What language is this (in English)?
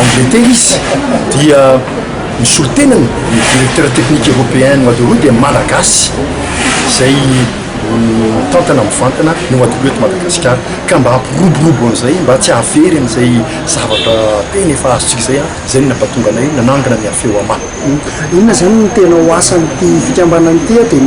Malagasy